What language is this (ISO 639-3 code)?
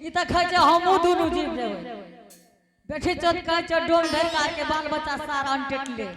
anp